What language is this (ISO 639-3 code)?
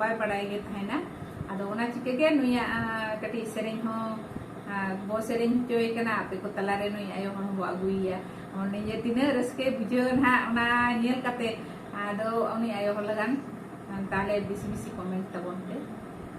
sat